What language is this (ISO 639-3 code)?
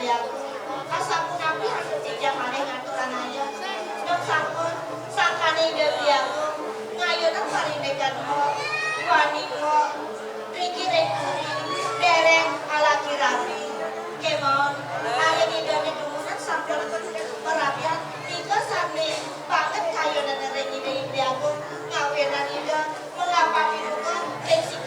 ban